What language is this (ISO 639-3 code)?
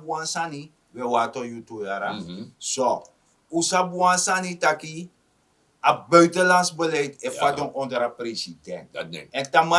srn